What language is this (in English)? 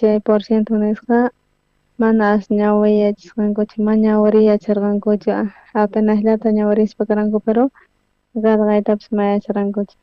South Bolivian Quechua